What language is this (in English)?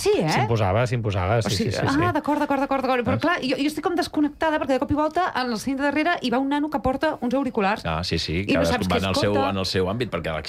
Catalan